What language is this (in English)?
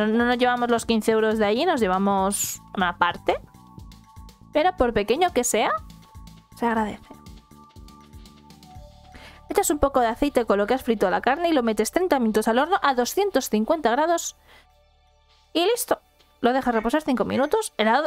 Spanish